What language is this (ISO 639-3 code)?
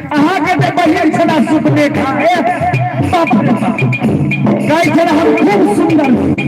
mai